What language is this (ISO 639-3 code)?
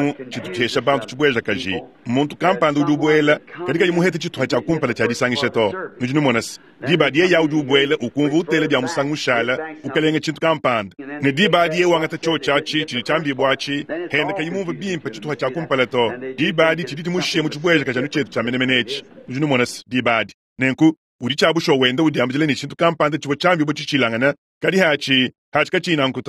lua